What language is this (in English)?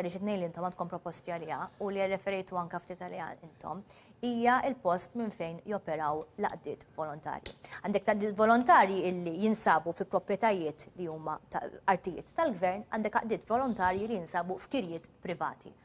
Maltese